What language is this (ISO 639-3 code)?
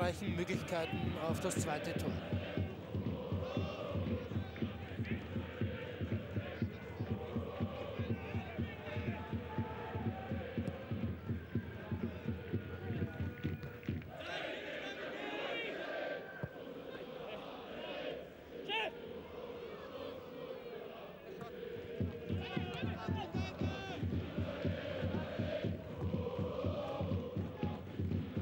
deu